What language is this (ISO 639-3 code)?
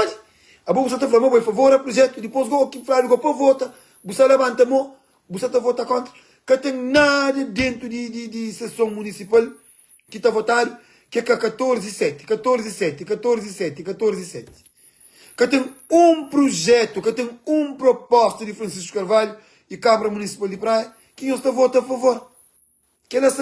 kea